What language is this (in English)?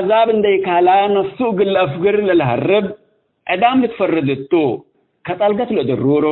Tigre